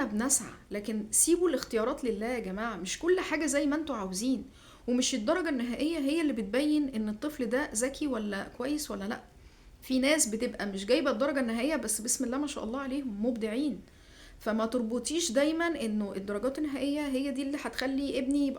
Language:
Egyptian Arabic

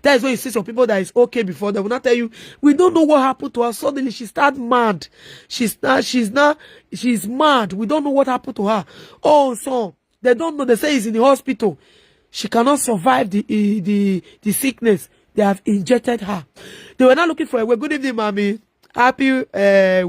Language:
Nigerian Pidgin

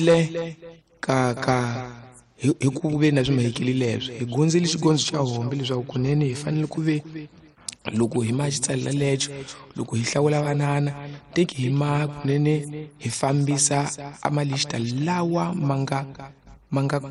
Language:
Tsonga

